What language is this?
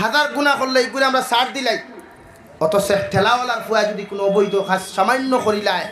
Sylheti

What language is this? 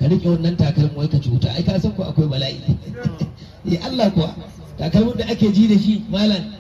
Hausa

